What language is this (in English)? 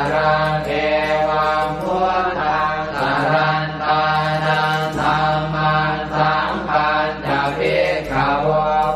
Pali